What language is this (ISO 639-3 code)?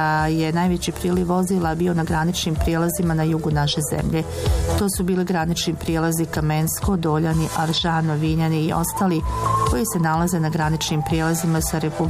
bos